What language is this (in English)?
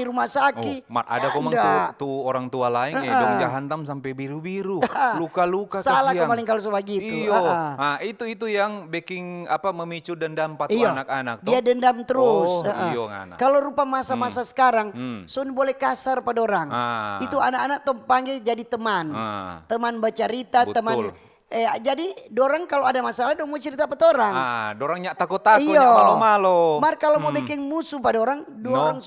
Manado Malay